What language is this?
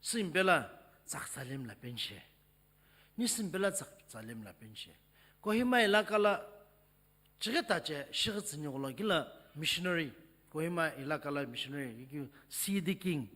Sumi Naga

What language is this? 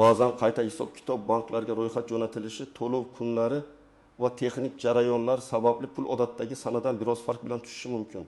Uzbek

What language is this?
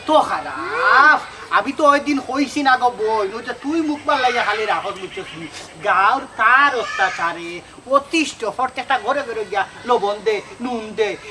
Sylheti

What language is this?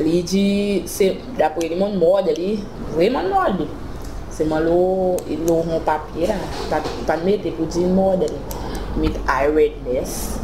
Seselwa Creole French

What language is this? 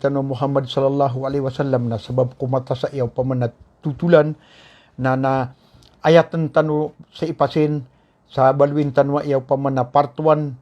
Maranao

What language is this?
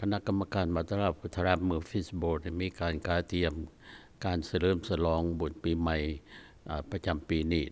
Lao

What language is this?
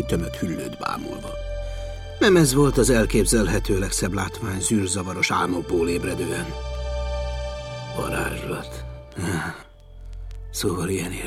Hungarian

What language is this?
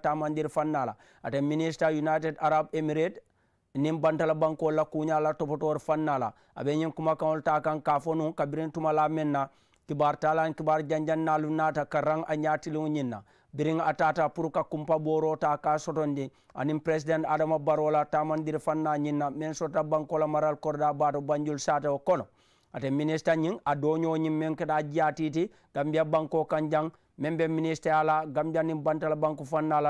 Mandingo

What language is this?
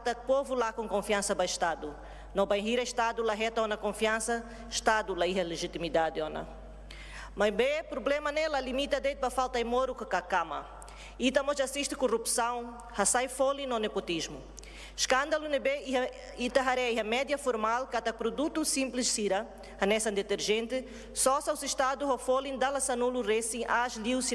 Tetum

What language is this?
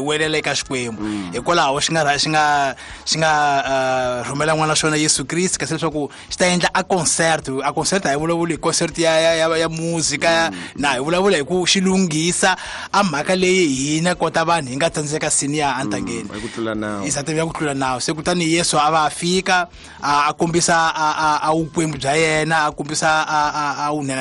Tsonga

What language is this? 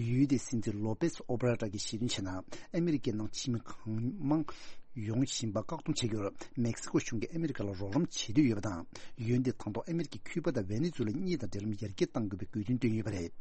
Tibetan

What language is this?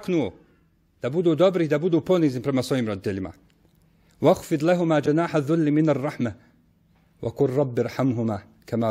Bosnian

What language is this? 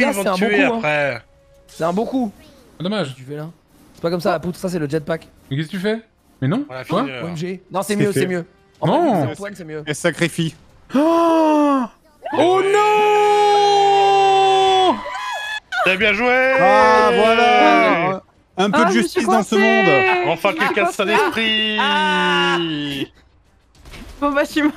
French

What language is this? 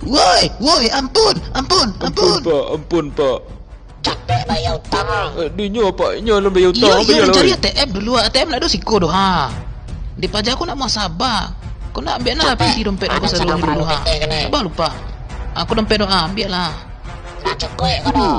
Minangkabau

